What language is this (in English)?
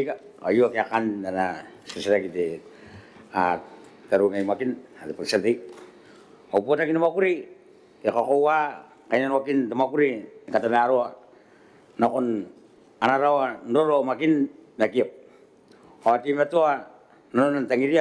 Gilbertese